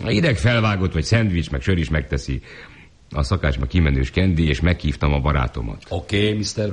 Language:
Hungarian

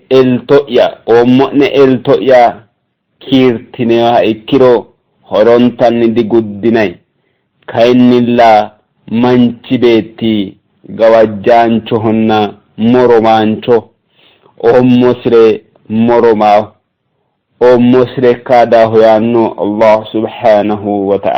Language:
Sidamo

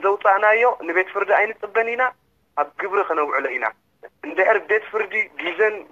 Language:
Tigrinya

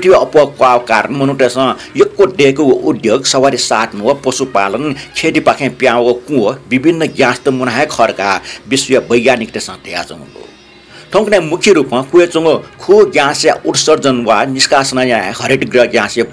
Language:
Newari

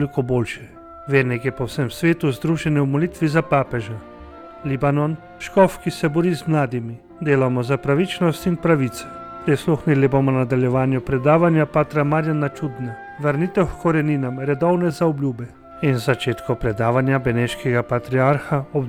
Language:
Slovenian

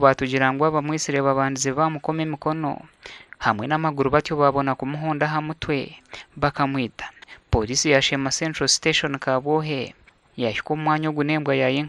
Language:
Nyankole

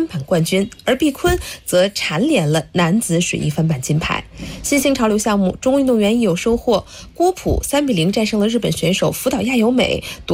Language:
Chinese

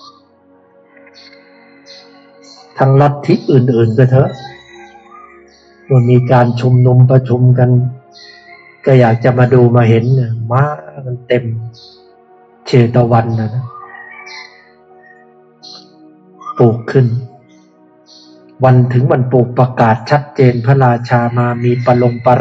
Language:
Thai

